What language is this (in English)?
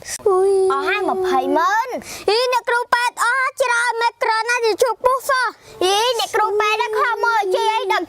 Khmer